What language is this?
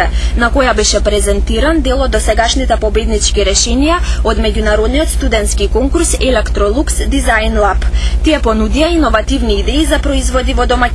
Macedonian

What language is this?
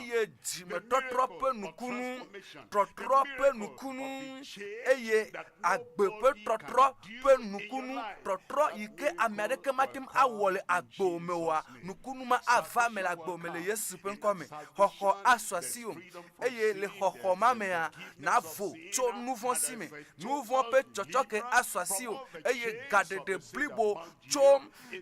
Ewe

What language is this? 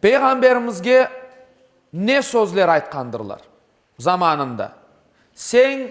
Crimean Tatar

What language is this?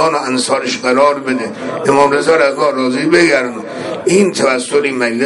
Persian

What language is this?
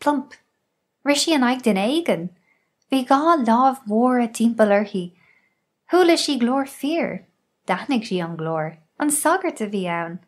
Irish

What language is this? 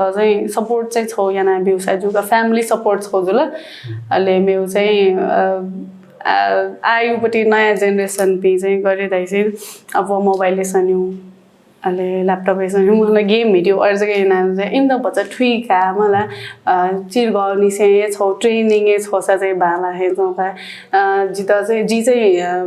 Newari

